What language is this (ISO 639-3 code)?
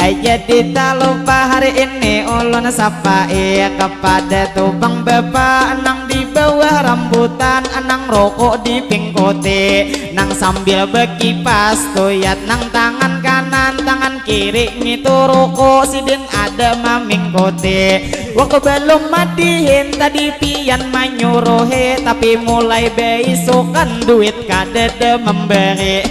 bjn